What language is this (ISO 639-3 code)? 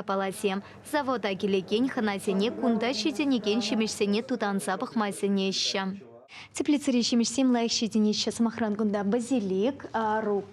chv